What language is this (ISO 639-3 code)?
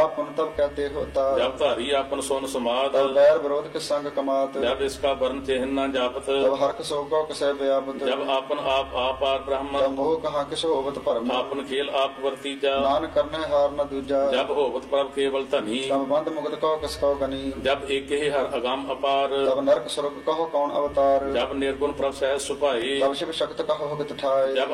pan